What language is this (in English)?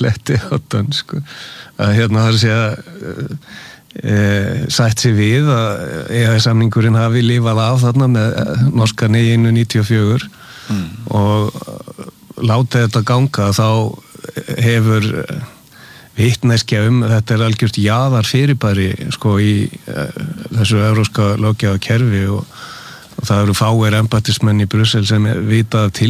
Icelandic